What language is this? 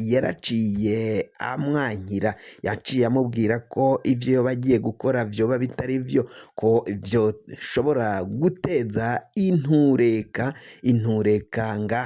Rundi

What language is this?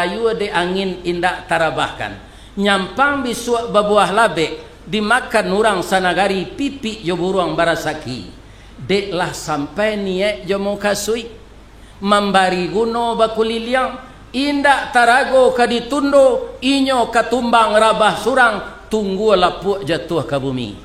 Minangkabau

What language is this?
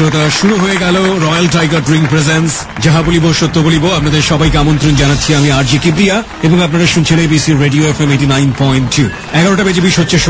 Bangla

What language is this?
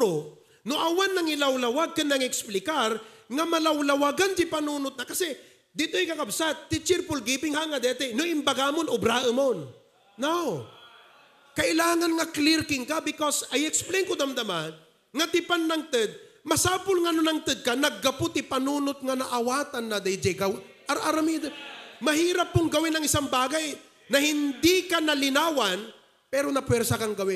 Iloko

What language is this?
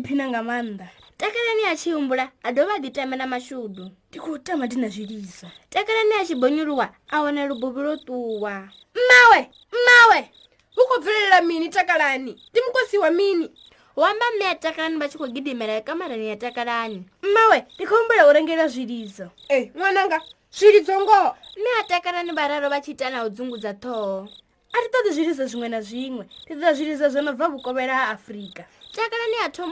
Venda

